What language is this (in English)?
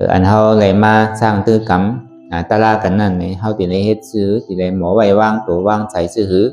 Shan